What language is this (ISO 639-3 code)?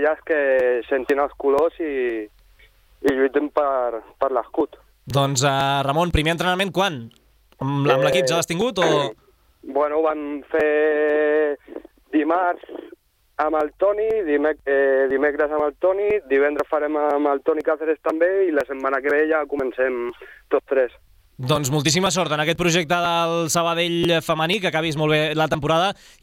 cat